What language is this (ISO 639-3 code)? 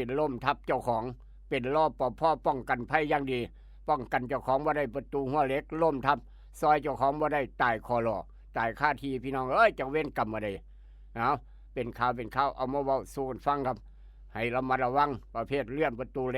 tts